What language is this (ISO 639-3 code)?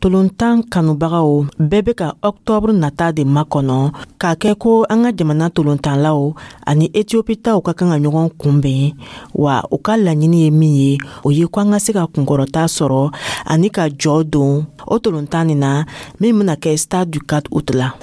dyu